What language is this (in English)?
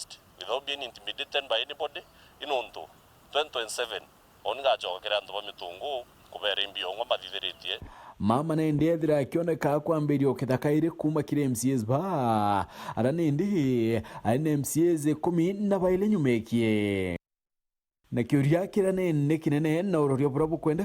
Meru